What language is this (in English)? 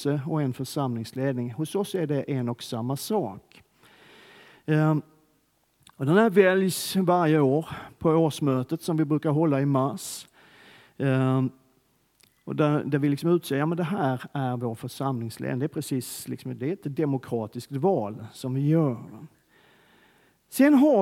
Swedish